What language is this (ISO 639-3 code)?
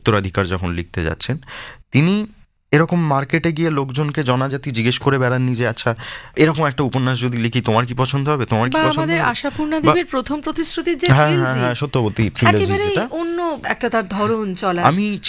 ben